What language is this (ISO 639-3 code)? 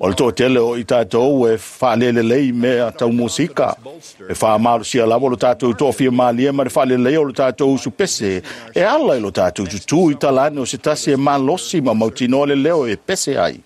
smo